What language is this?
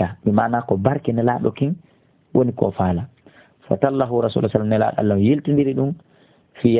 Fula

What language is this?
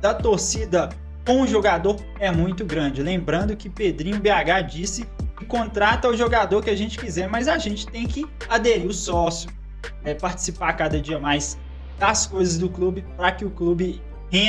Portuguese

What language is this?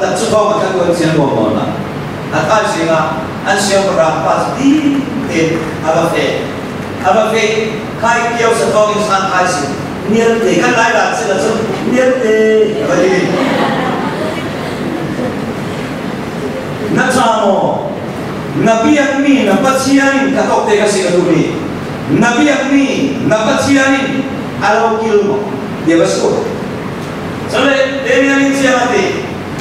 Vietnamese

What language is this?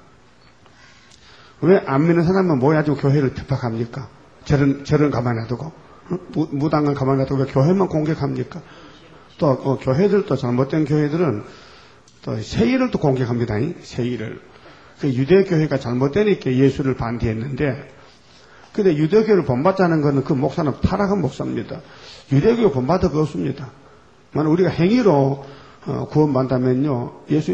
Korean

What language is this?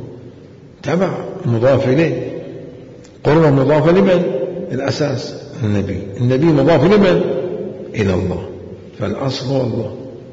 Mesopotamian Arabic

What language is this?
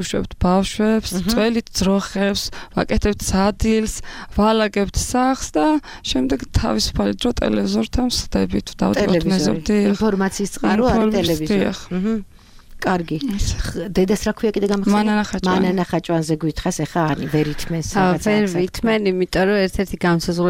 Georgian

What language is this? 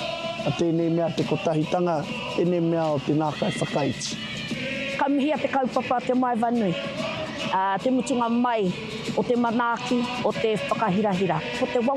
Māori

